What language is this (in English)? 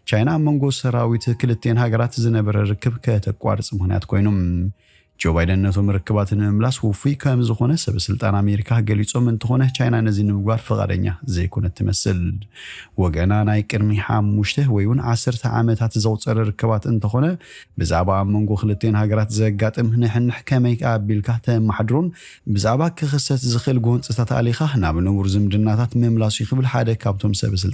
Tigrinya